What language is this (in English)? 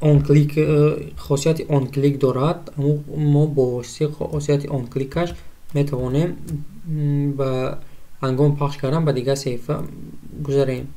Tajik